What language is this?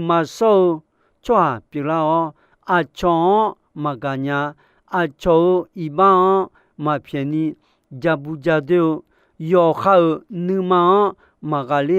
Akha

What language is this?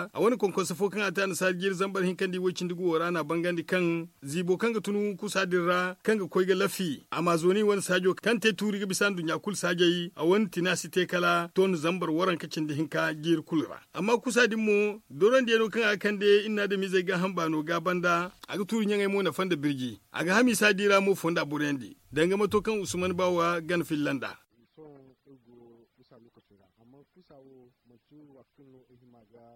Zarma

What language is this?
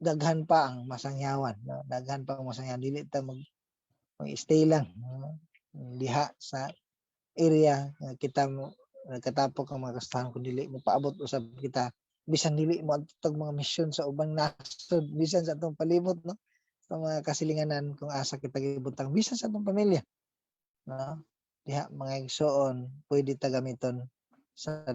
Cebuano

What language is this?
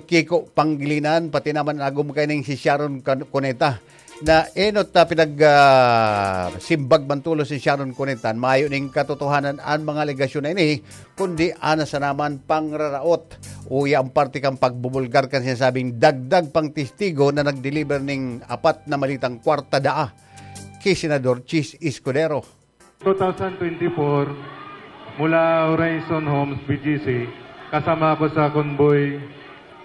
Bikol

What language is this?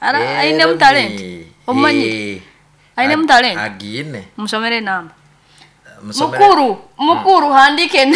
Nyankole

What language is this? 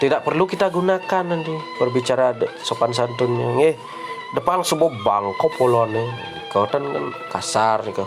Balinese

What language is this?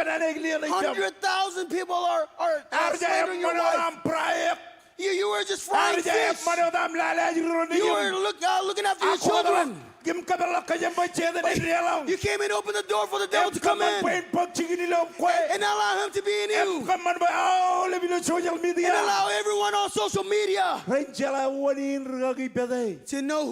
Marshallese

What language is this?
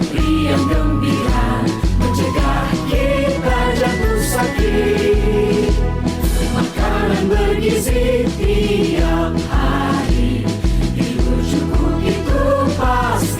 Musi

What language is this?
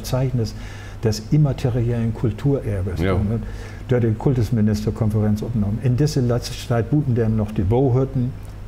Low German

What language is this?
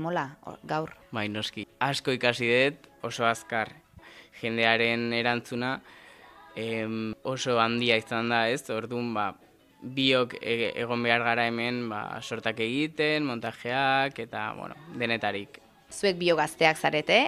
Basque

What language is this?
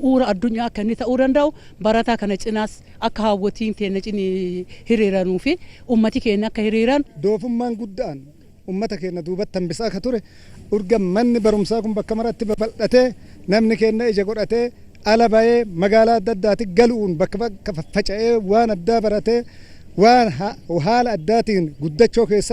Oromo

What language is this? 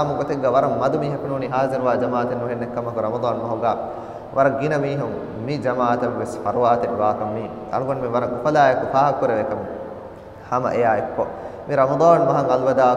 Divehi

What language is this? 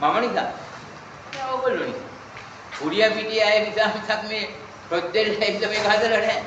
Sinhala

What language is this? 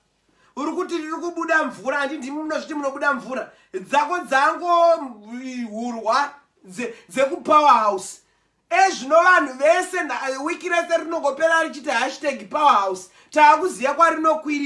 Shona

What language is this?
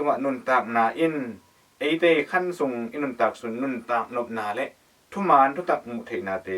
Tedim Chin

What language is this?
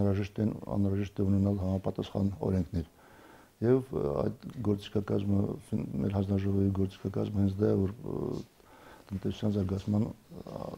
Armenian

